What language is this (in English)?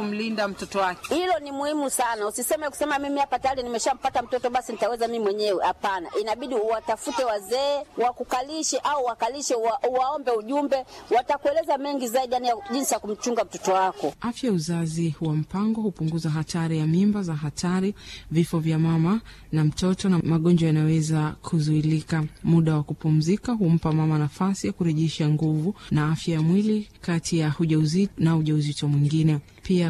Swahili